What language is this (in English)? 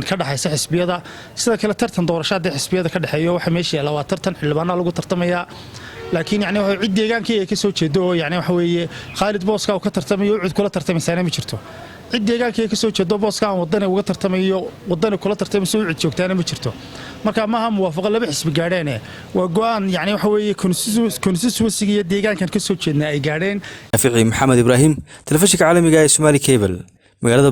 Somali